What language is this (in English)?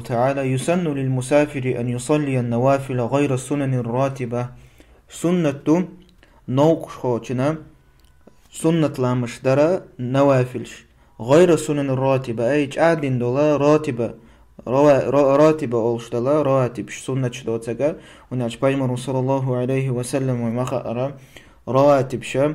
Chechen